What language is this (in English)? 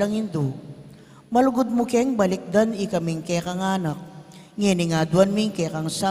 Pampanga